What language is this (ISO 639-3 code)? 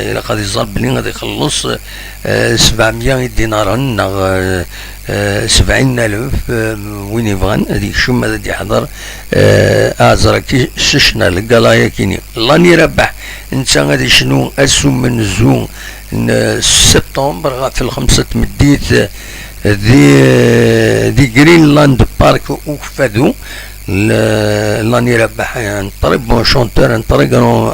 kab